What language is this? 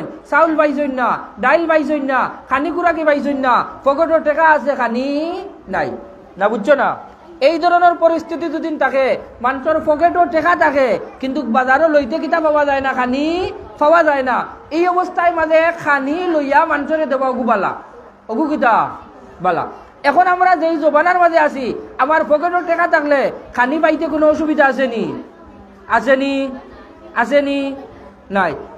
Sylheti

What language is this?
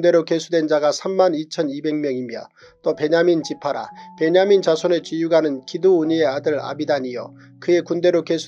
Korean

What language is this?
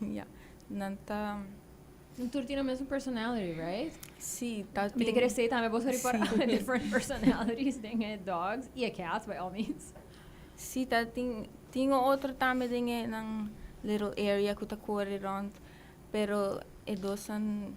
Papiamento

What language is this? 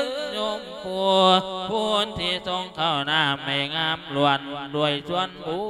Lao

